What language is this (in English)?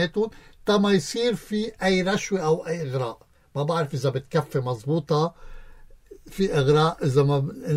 North Levantine Arabic